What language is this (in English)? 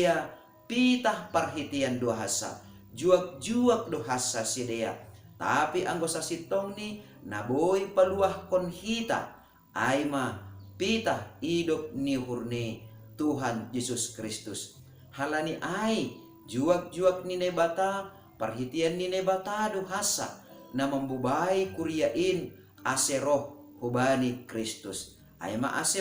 Batak Simalungun